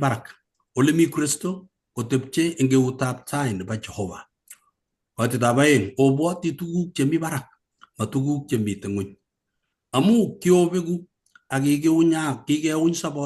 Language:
Kalenjin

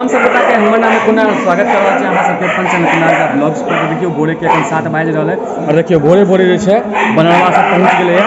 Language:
Maithili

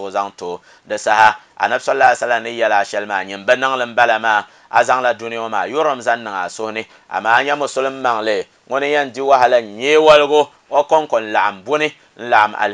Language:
Dagbani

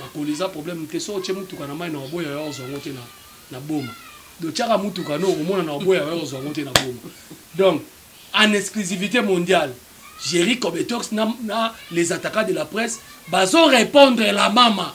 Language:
Lingala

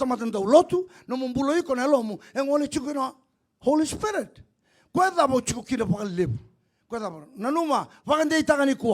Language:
Fijian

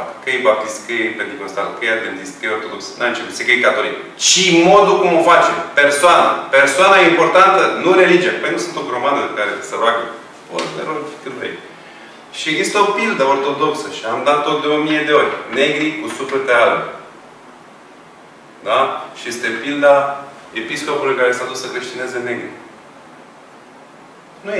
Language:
Romanian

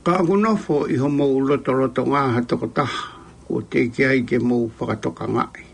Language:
Tongan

